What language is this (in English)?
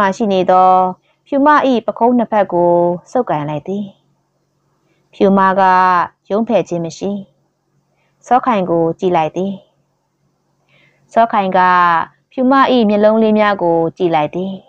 Burmese